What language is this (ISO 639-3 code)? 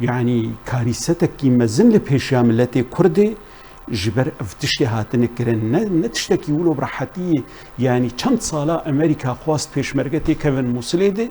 kur